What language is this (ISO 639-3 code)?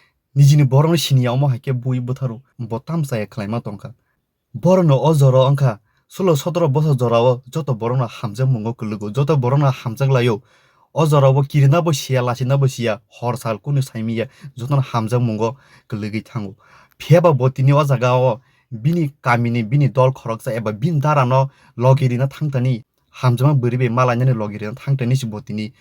trp